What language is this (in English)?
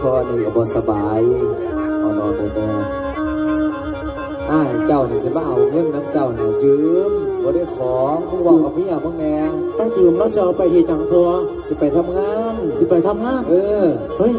Northeastern Thai